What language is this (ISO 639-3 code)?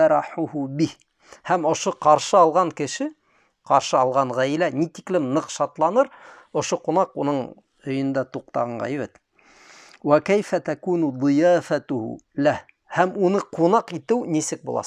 bak